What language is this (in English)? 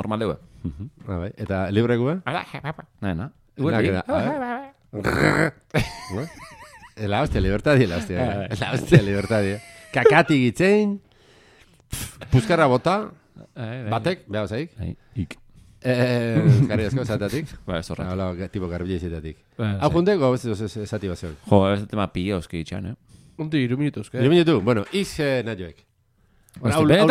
Basque